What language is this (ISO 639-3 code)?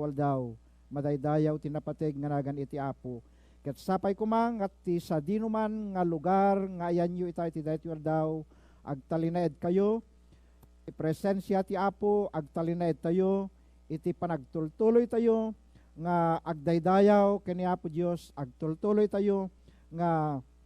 ilo